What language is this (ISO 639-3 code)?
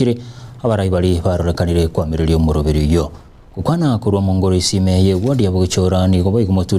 guz